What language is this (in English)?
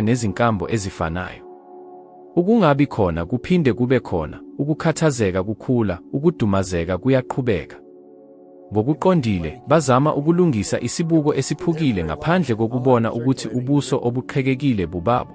Zulu